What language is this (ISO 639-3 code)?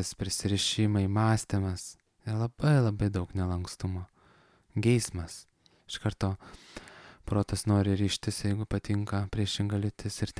lit